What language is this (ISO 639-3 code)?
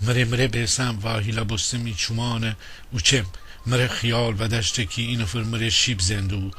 glk